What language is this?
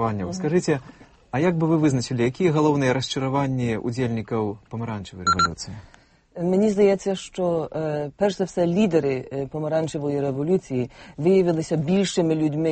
Belarusian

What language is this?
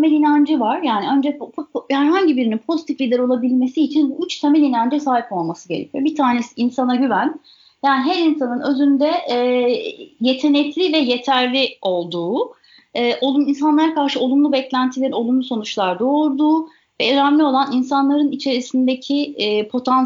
Turkish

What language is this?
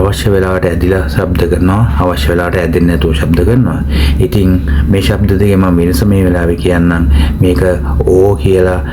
Sinhala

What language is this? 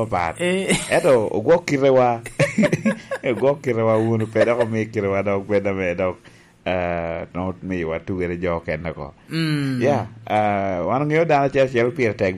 Lango (Uganda)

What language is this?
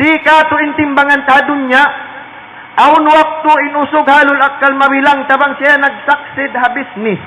Tausug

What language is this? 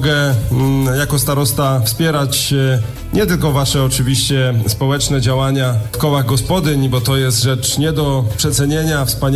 Polish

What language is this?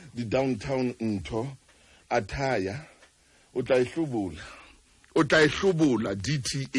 Southern Sotho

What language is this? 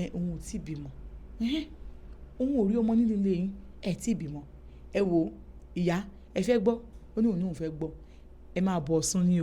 Yoruba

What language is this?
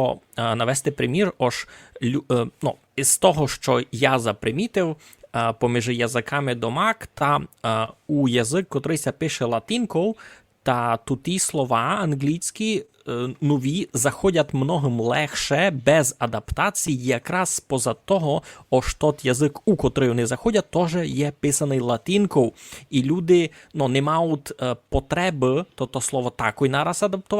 Rusyn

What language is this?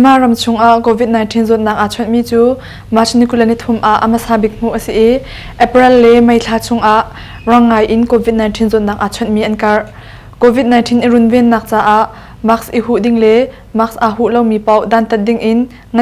Hakha Chin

